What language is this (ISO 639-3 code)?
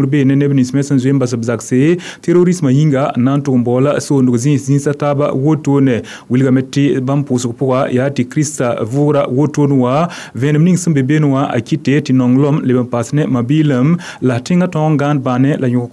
mos